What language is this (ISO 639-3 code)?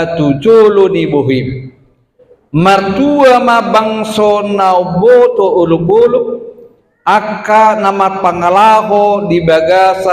bbc